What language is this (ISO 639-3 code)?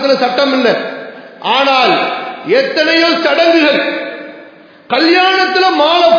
tam